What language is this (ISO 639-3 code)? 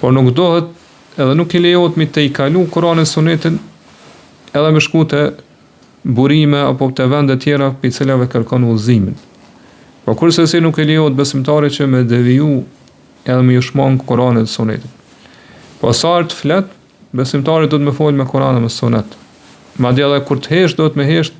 sqi